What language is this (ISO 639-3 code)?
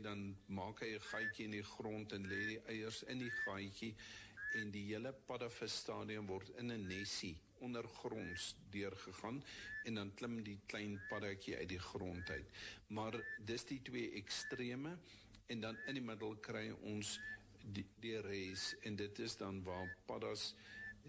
afr